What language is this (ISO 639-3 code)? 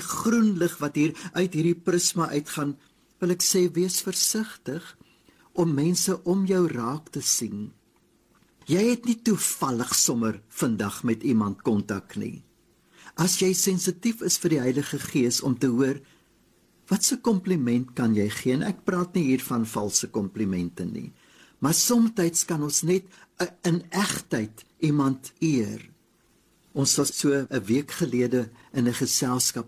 afr